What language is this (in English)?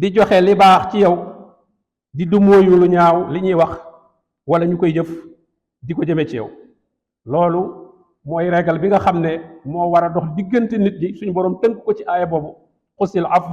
Wolof